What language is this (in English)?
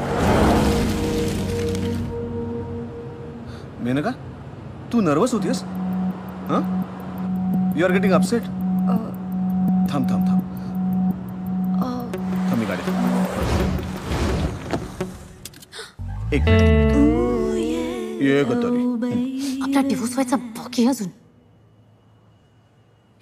Marathi